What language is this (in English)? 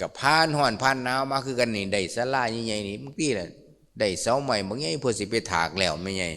Lao